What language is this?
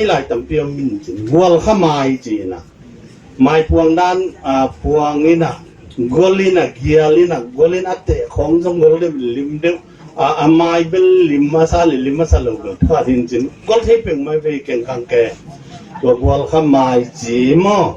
Tedim Chin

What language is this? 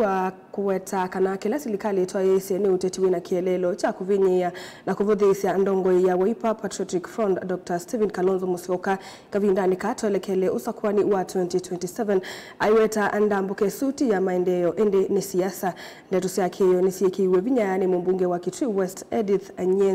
Kamba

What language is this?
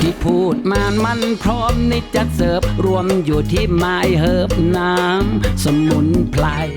Shan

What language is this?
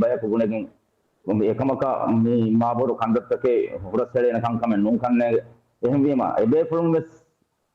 Divehi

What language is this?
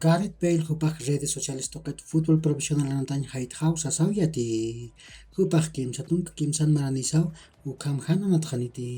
Aymara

